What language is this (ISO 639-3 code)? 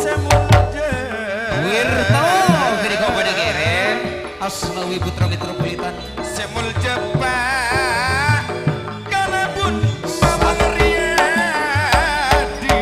mad